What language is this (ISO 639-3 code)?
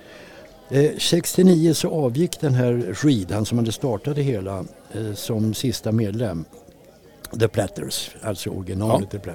swe